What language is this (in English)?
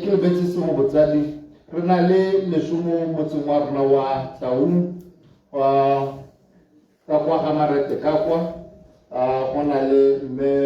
Tswana